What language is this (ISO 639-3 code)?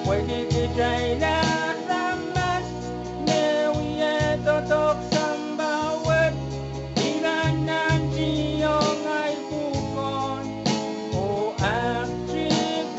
pon